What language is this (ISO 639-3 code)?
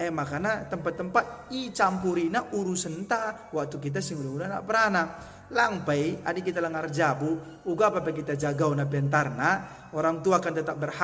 btx